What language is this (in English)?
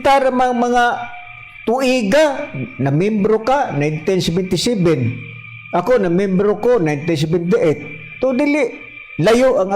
Cebuano